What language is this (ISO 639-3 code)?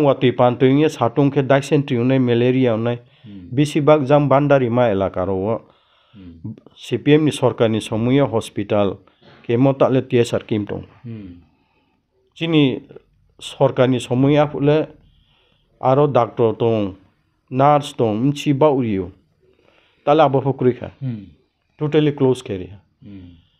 ria